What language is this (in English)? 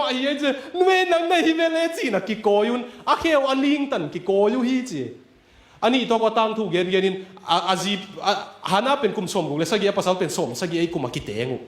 Tedim Chin